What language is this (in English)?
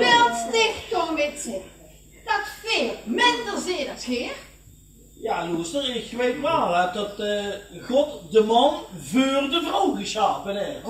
Limburgish